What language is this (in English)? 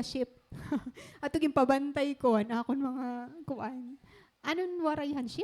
Waray